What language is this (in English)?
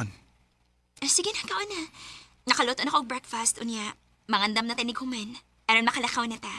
Cebuano